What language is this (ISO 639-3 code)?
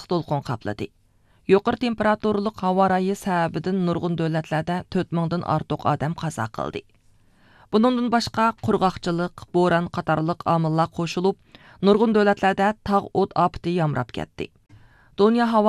uig